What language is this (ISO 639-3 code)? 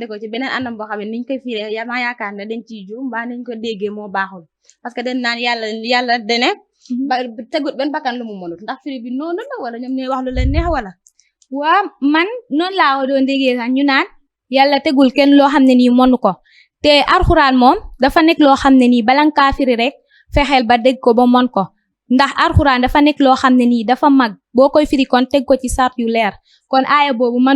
wol